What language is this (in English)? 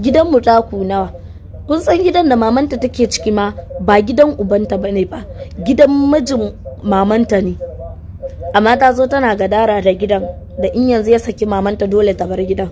Hausa